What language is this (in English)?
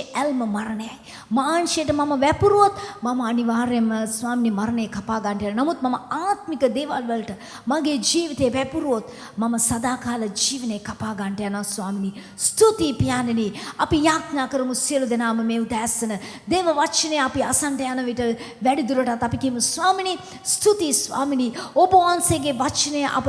Sinhala